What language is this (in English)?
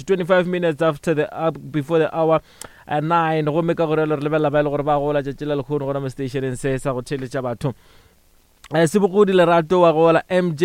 Northern Sotho